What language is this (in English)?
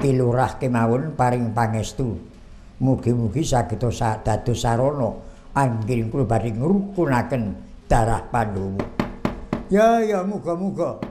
Javanese